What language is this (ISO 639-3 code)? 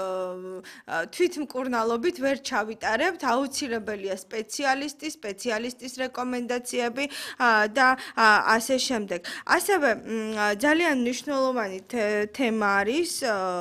kat